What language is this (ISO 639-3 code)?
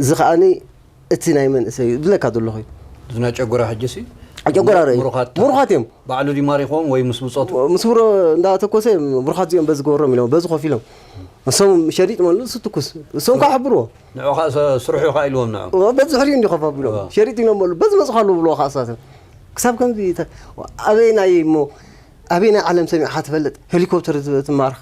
tir